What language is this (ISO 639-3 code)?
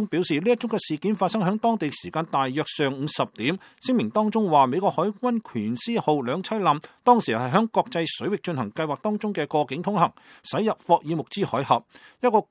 yue